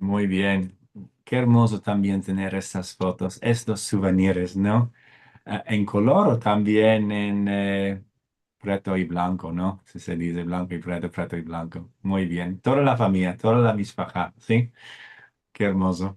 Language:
Ladino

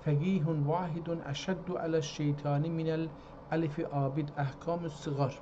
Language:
South Azerbaijani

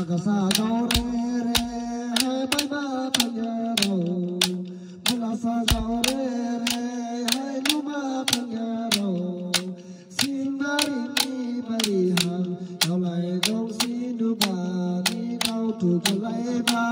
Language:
Dimasa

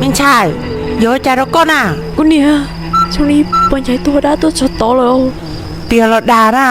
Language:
Hmong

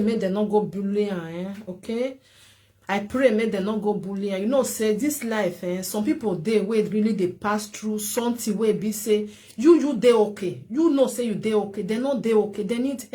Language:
Nigerian Pidgin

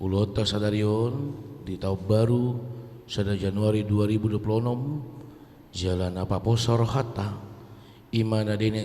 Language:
Batak Toba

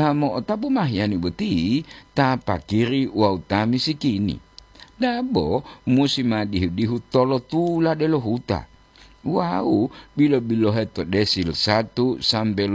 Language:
Gorontalo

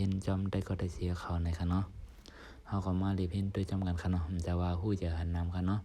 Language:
Shan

